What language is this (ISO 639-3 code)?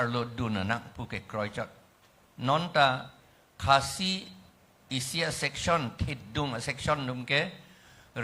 mjw